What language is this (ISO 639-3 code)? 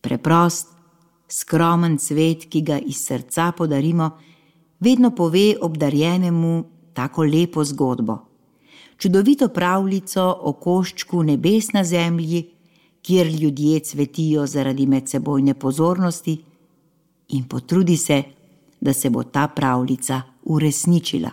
slv